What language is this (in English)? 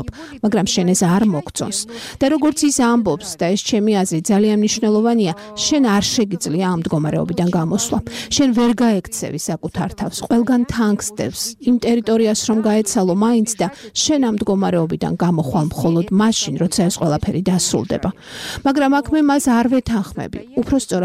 Georgian